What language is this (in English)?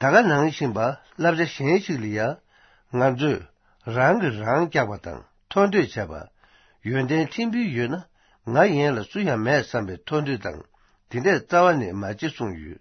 Tibetan